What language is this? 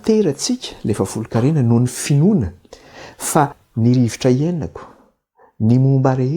Malagasy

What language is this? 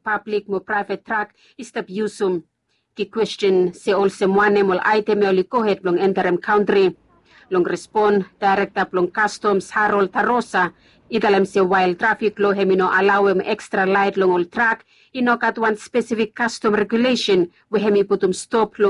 Bislama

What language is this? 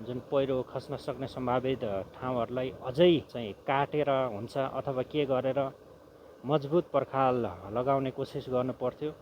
Nepali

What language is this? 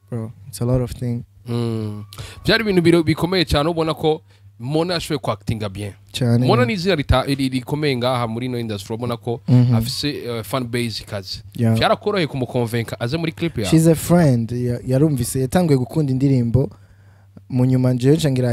Rundi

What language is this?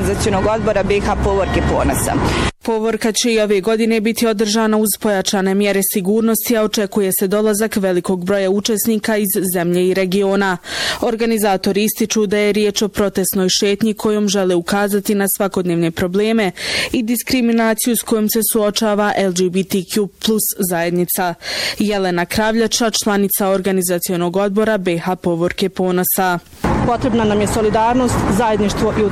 Bosnian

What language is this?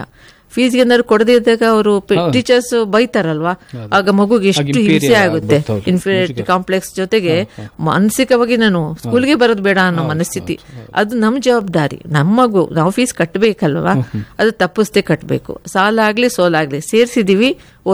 Kannada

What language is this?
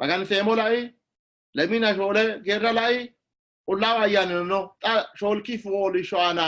Sidamo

